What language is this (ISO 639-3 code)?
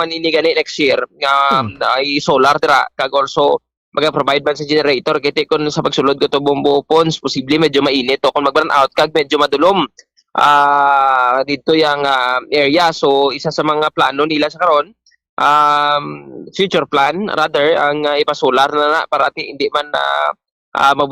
hil